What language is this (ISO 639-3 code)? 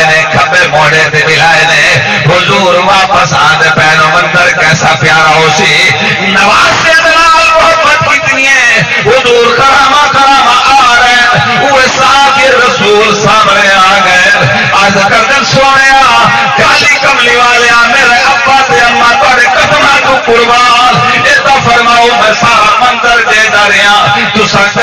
skr